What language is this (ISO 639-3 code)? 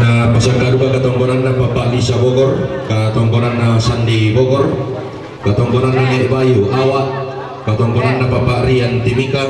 sda